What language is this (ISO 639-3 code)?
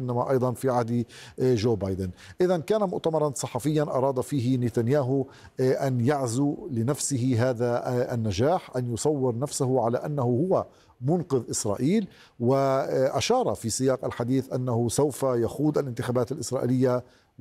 ara